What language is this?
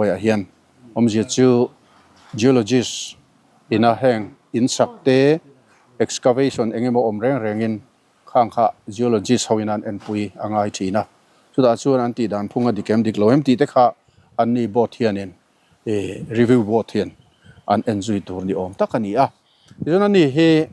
Mizo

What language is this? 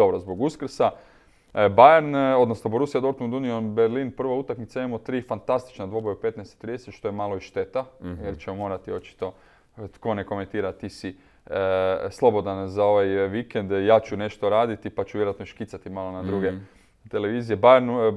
Croatian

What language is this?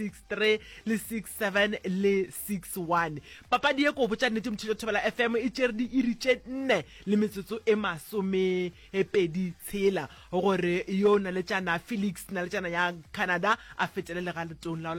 Northern Sotho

